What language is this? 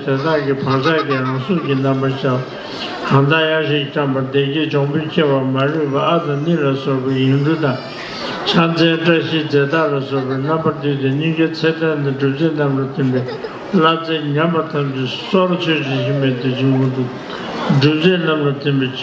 Tibetan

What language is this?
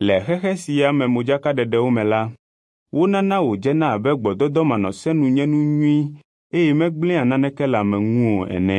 Ewe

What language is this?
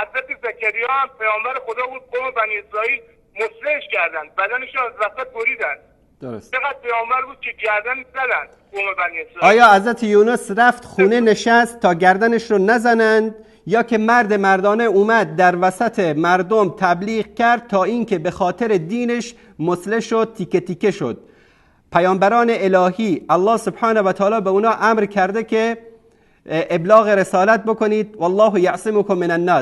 Persian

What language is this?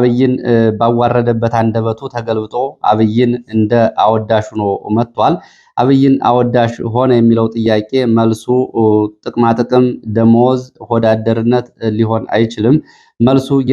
Amharic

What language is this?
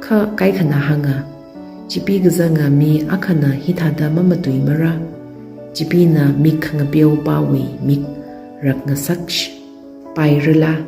Tangkhul Naga (India)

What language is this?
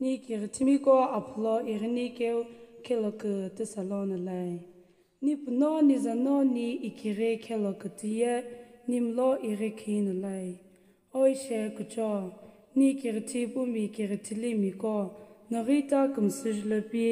Sumi Naga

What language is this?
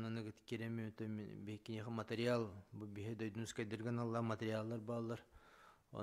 Yakut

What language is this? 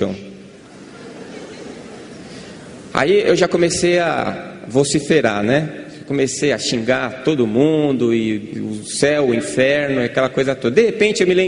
Portuguese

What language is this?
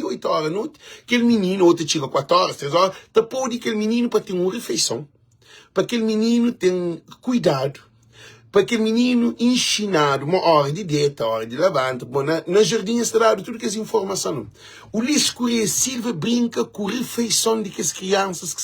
Kabuverdianu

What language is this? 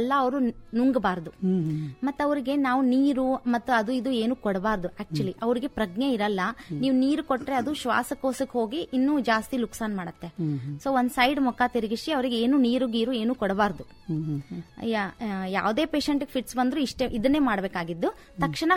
Kannada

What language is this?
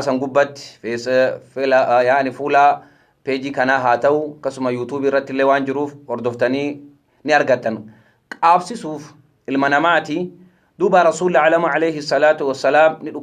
Oromo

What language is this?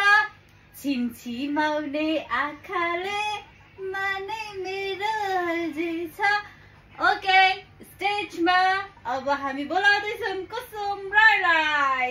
Nepali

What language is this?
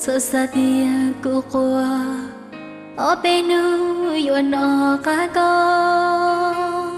Hmong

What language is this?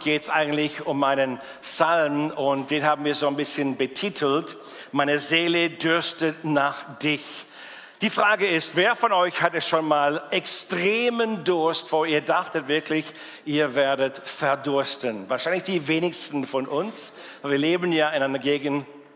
Swiss German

